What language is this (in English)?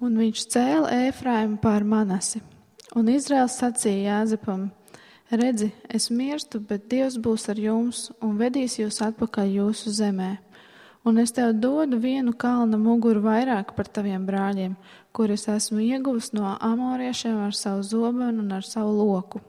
Latvian